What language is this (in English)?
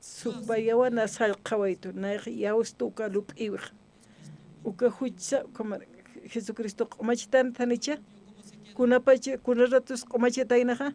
Aymara